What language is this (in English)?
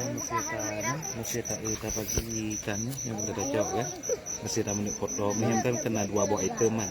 Achinese